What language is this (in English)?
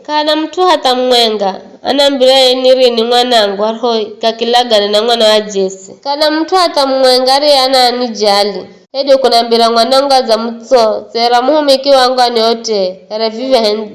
Giryama